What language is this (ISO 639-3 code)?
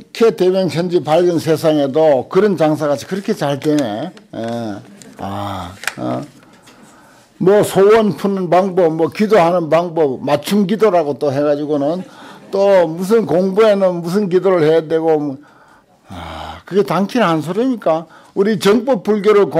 kor